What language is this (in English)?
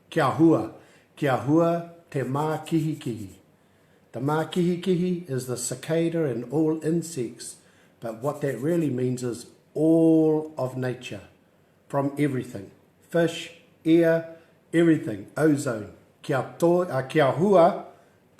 Māori